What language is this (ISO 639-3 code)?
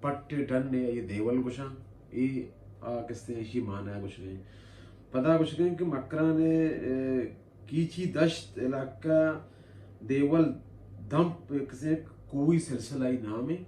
bal